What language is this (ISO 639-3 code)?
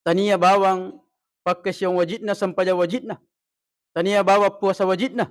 bug